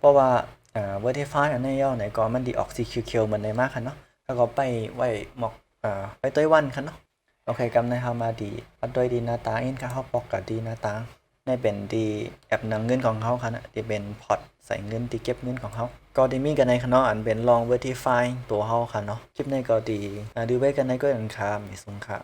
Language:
Shan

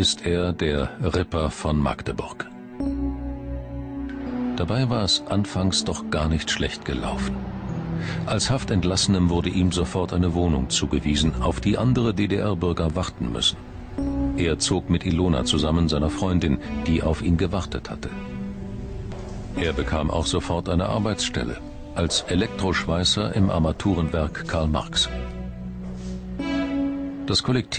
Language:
German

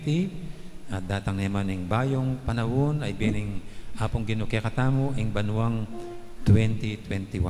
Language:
Pampanga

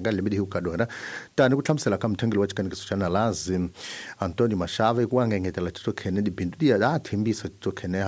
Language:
Tsonga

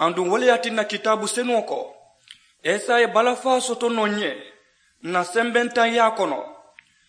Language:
Mandingo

